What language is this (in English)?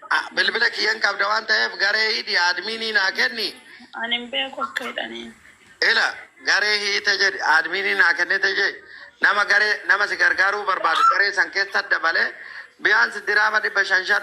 Oromo